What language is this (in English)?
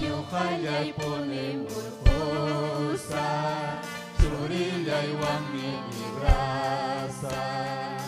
Ayacucho Quechua